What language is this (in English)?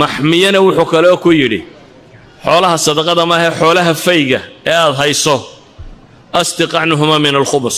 Somali